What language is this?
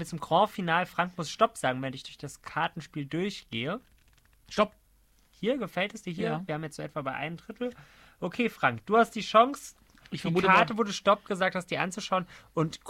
German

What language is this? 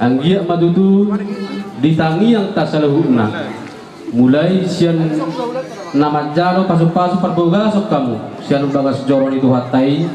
Batak Toba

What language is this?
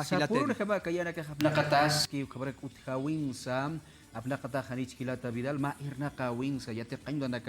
Aymara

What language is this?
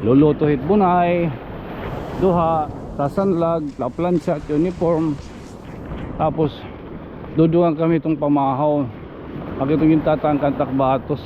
Waray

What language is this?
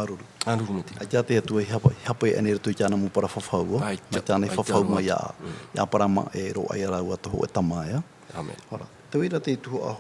Tahitian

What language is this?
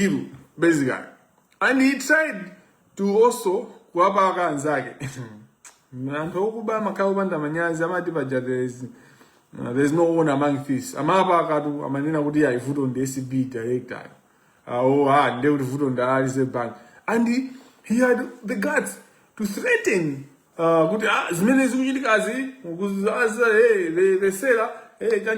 Nyanja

